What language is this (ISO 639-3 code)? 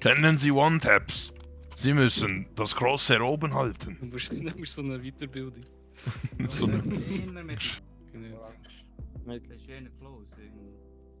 gsw